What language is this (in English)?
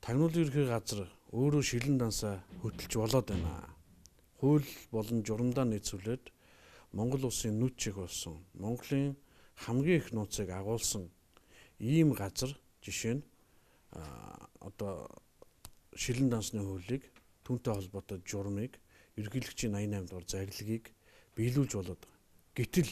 Mongolian